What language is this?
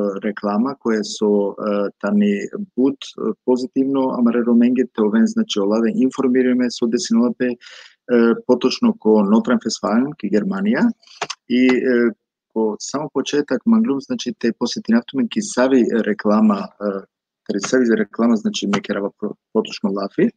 Balkan Romani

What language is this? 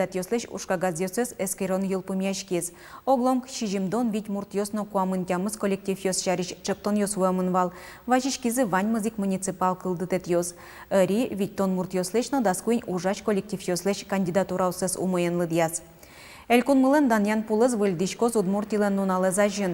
Udmurt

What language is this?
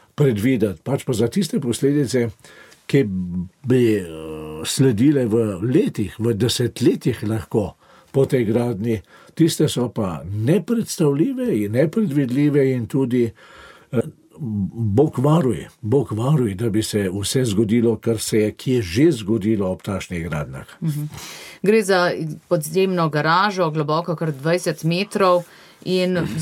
Slovenian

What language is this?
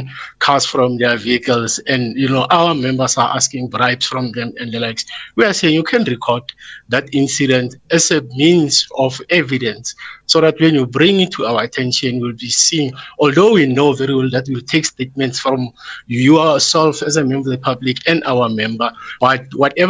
English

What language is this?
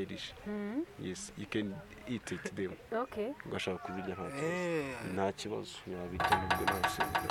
Kinyarwanda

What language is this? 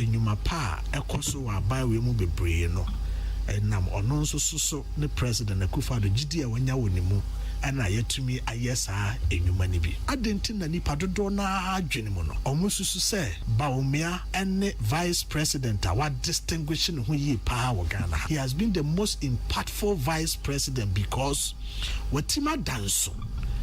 Akan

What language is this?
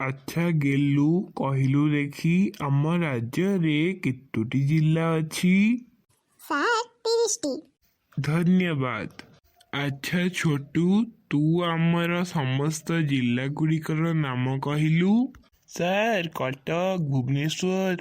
Odia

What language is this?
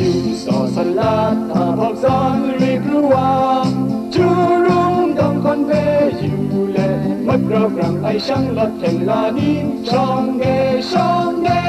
Kachin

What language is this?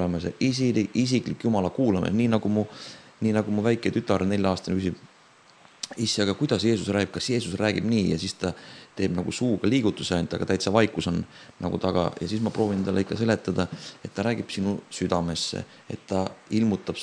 Estonian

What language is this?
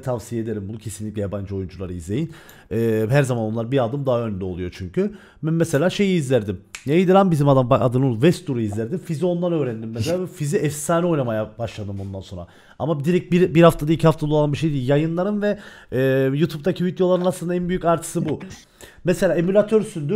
Turkish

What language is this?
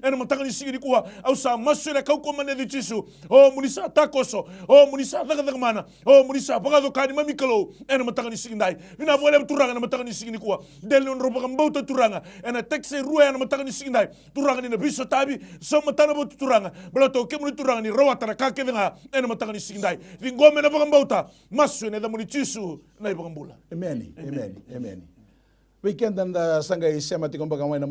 Fijian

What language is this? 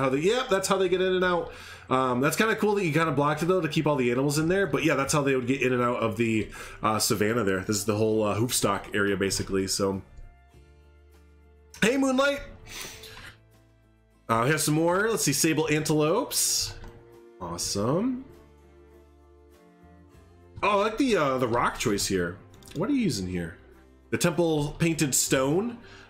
English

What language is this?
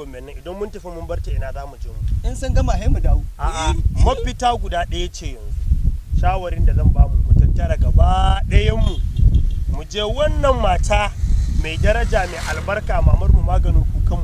Hausa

